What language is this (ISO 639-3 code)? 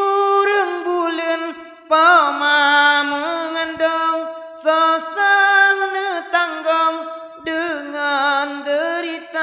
ace